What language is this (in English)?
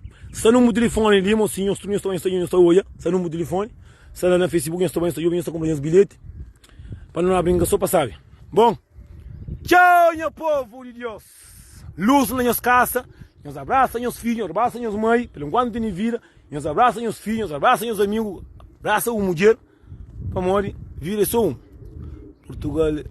Kabuverdianu